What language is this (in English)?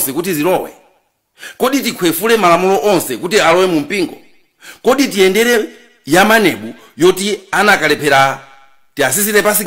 Nyanja